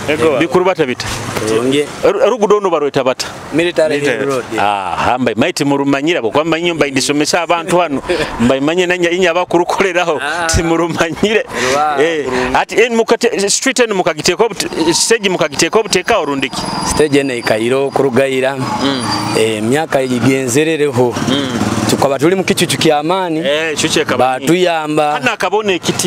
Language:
Nyoro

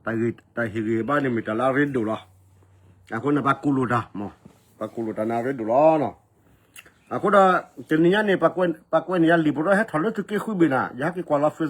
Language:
S'gaw Karen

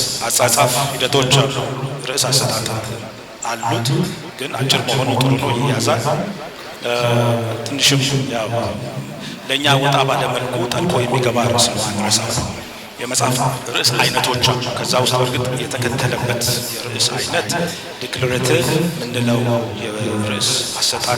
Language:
Amharic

